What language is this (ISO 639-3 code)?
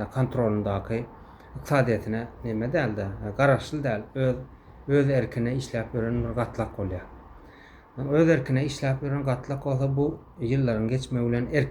tuk